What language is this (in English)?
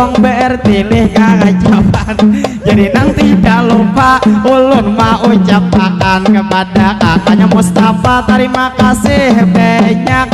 Banjar